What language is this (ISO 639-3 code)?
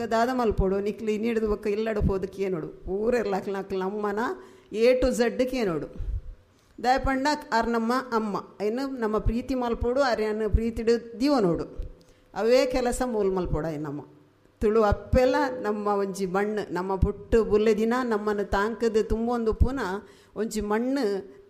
tcy